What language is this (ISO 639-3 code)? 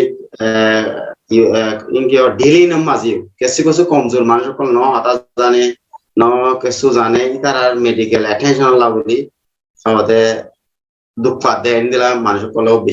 rhg